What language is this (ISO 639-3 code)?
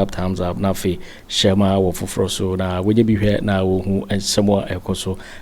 aka